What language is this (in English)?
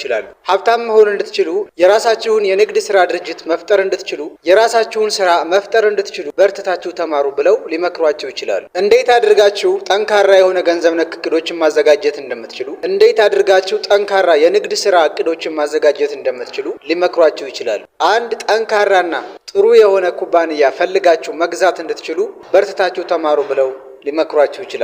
Amharic